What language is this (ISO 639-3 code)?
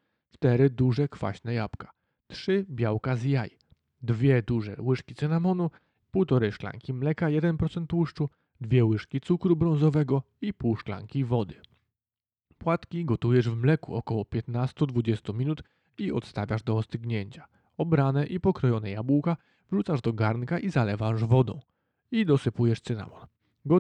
pol